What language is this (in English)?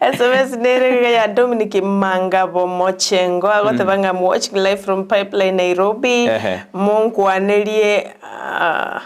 Gusii